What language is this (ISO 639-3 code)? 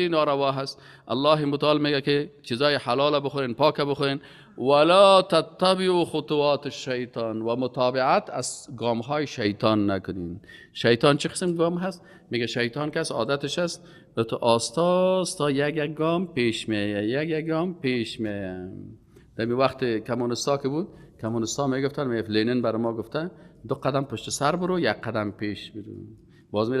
fas